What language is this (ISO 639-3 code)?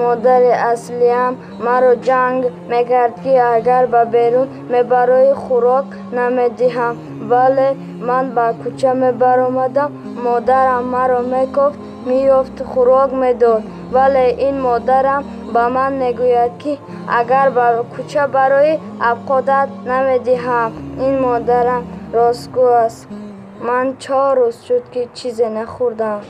tgk